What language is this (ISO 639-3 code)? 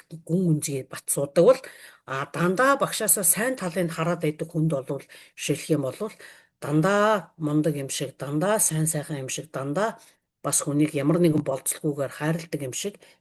mon